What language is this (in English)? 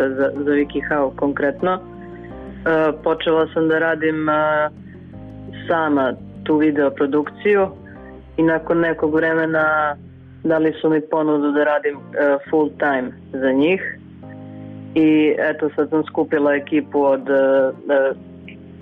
Serbian